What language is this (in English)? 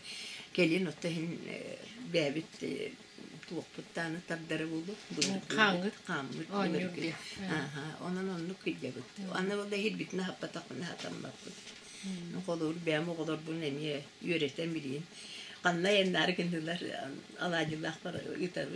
Yakut